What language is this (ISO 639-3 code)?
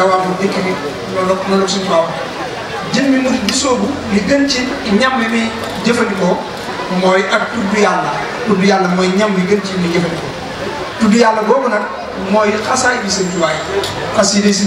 wol